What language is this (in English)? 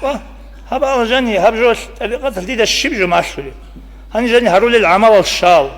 Avaric